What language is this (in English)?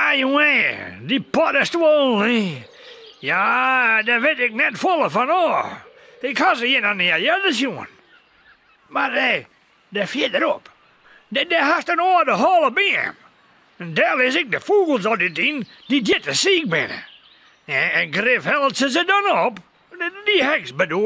Western Frisian